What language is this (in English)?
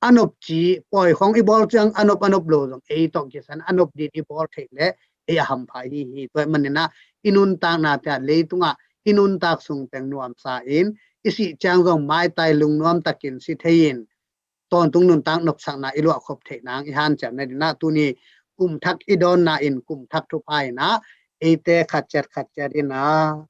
Tedim Chin